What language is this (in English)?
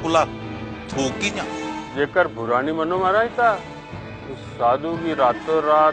Dogri